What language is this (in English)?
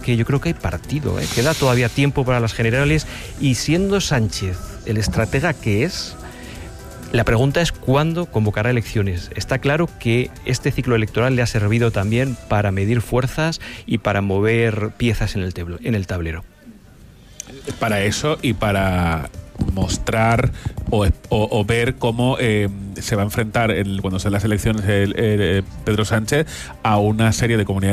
Spanish